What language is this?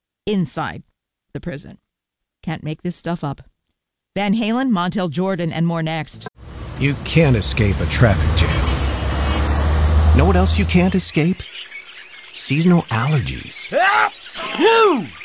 English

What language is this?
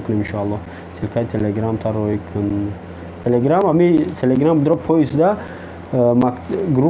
Tajik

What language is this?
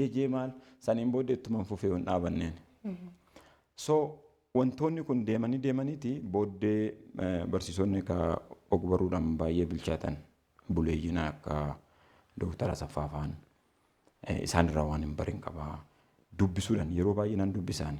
Oromo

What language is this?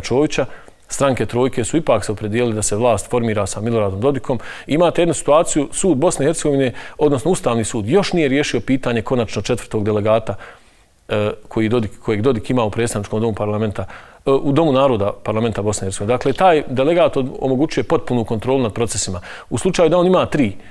Bosnian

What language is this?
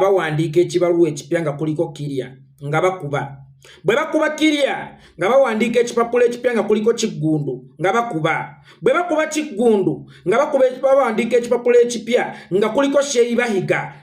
Ganda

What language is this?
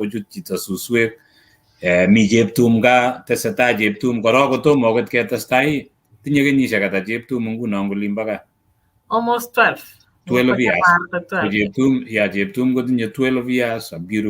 Kalenjin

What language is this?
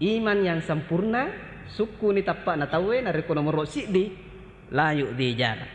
Buginese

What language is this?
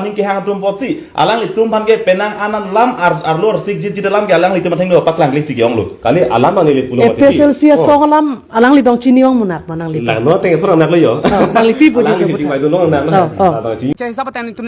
Karbi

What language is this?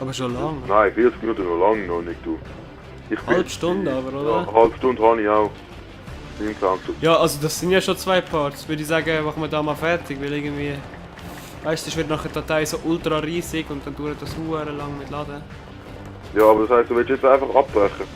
Swiss German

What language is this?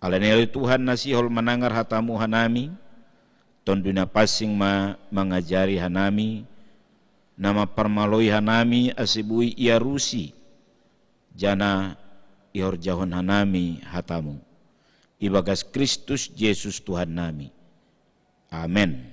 Batak Simalungun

